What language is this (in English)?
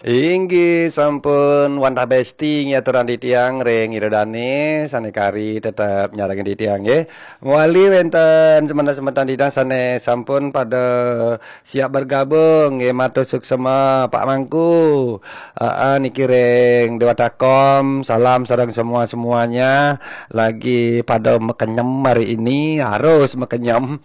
Balinese